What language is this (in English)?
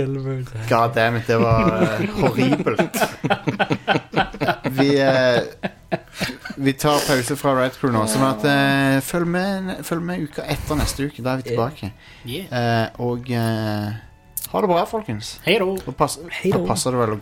Norwegian